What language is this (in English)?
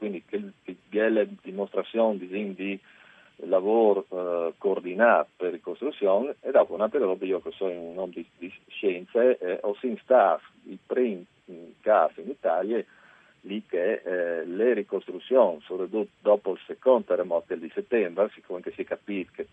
Friulian